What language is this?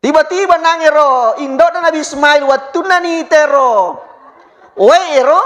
Buginese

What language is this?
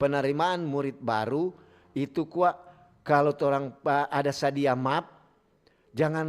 Manado Malay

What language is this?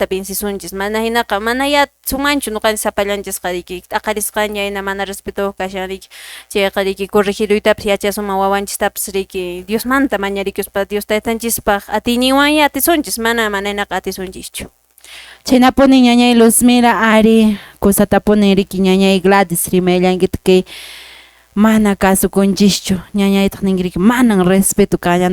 Quechua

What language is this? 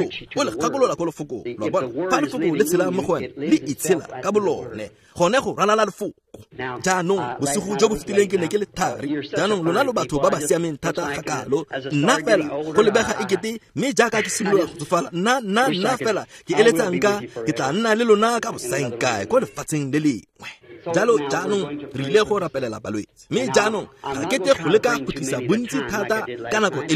Tswana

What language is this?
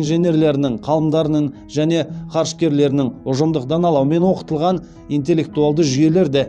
Kazakh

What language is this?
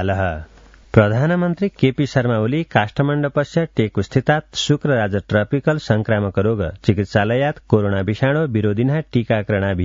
Sanskrit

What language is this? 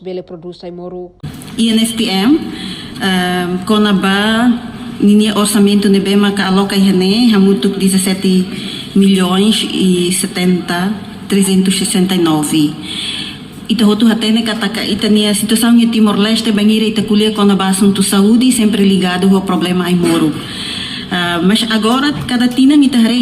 Tetum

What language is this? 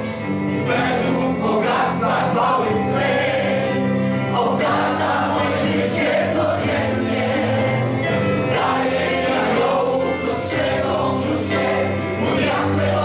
Polish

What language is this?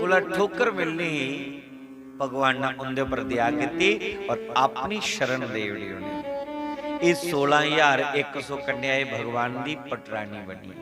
Dogri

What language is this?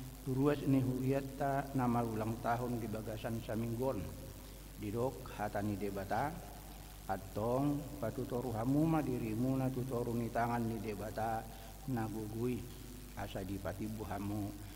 Batak Toba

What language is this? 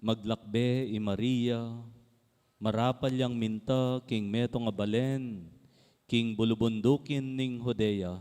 Pampanga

